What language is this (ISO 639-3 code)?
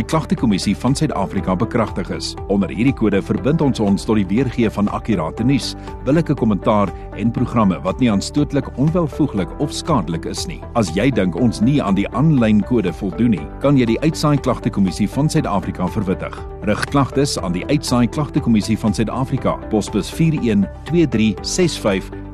afr